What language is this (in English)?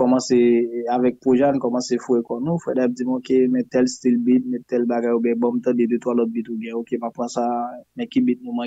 Haitian Creole